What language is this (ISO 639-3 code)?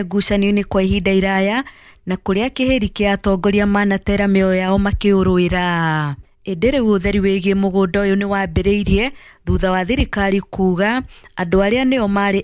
kik